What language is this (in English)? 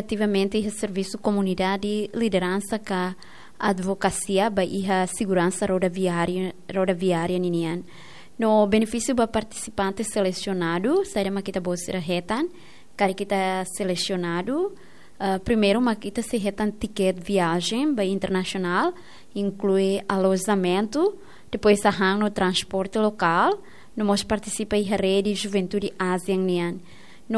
Tetum